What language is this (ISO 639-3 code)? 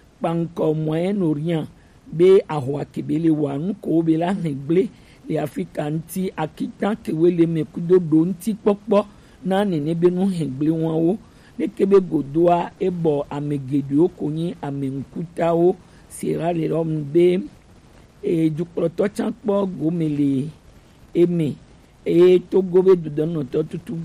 gej